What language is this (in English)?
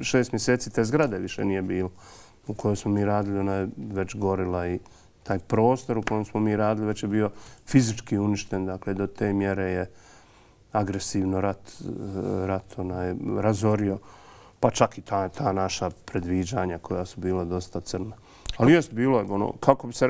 Bosnian